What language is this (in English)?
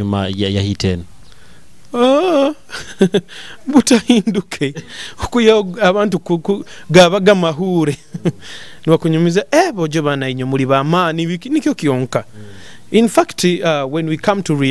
Nyoro